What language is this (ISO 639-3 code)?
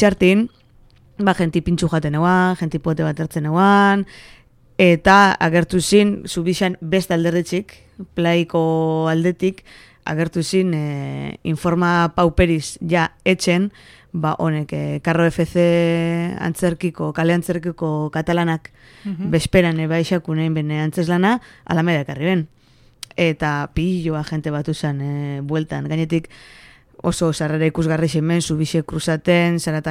eus